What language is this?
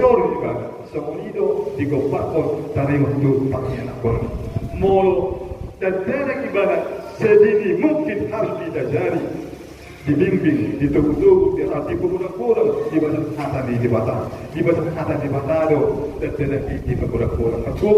Batak Toba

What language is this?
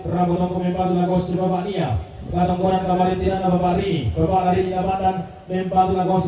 Toraja-Sa'dan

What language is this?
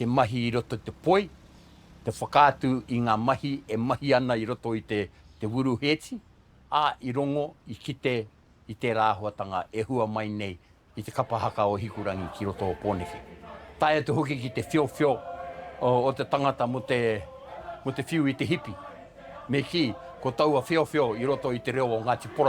Māori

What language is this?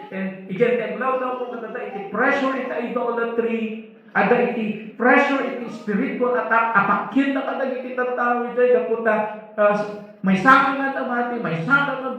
Iloko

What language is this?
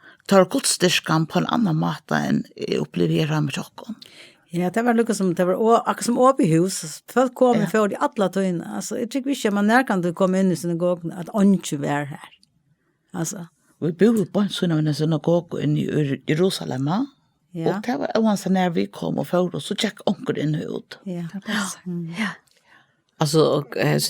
Faroese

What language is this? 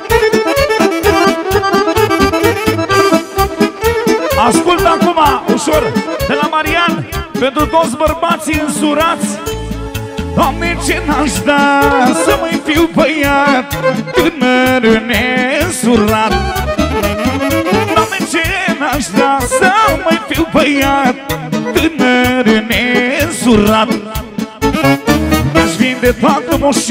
Romanian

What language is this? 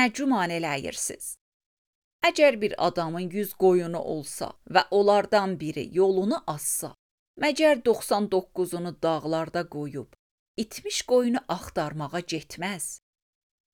Azerbaijani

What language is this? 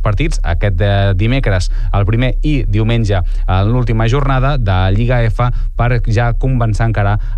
Catalan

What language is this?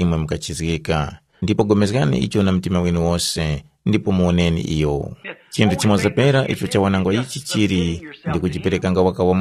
Tumbuka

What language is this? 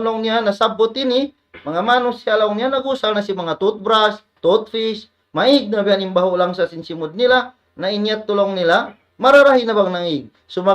Tausug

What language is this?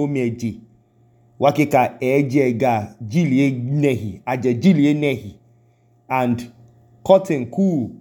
Idoma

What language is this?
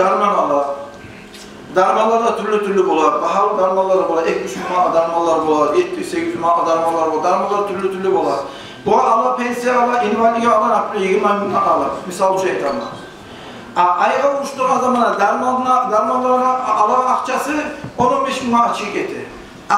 Kumyk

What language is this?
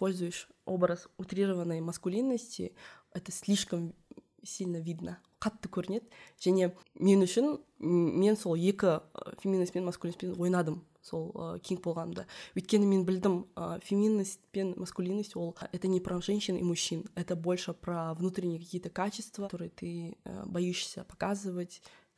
Kazakh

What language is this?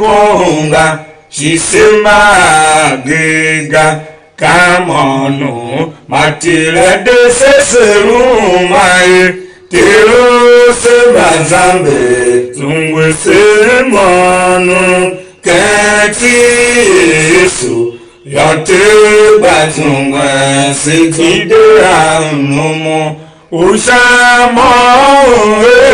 Tiv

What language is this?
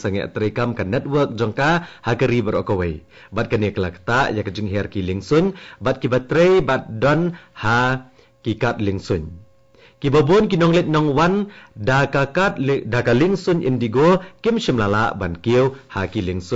Khasi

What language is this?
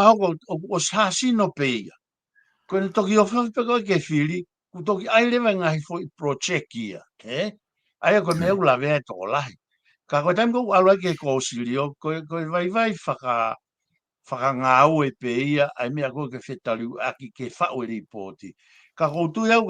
Tongan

